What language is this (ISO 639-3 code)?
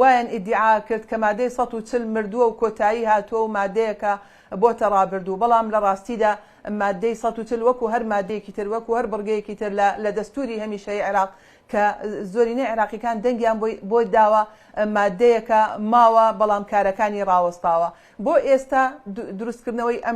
ckb